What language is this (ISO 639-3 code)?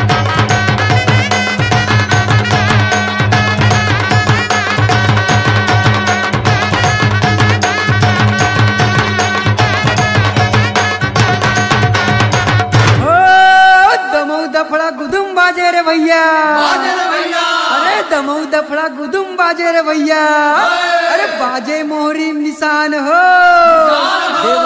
hne